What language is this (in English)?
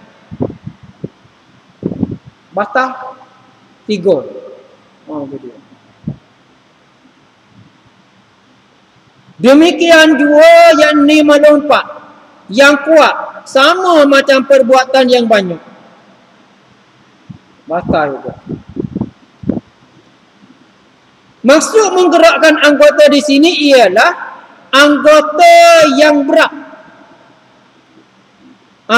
Malay